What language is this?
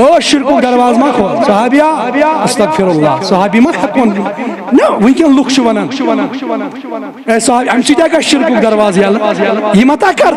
Kashmiri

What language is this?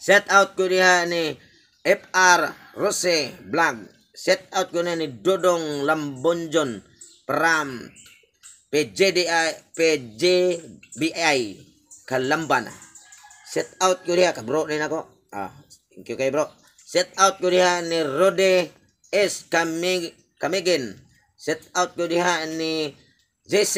Cebuano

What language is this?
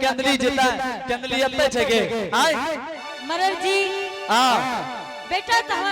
Angika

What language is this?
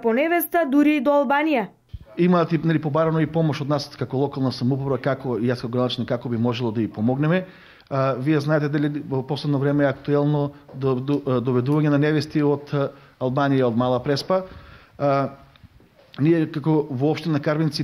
Macedonian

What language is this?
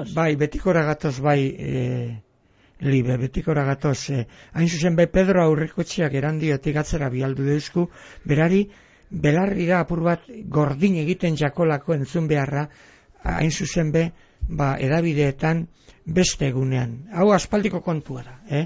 Basque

